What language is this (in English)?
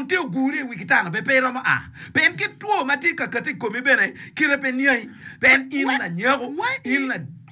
Acoli